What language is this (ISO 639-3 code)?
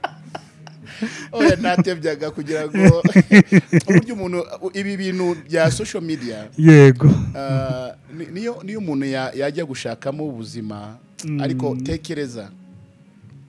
kin